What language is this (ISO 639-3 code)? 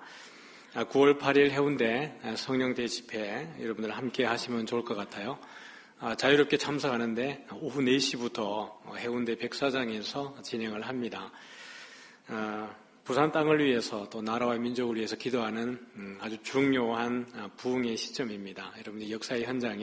kor